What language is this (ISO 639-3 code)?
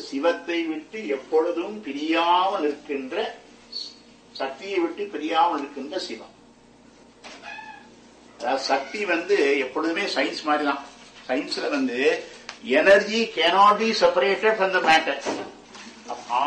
tam